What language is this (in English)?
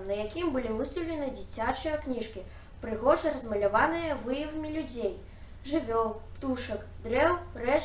Belarusian